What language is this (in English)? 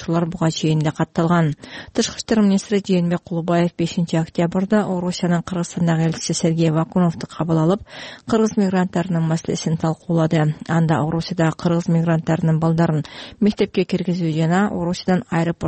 Kyrgyz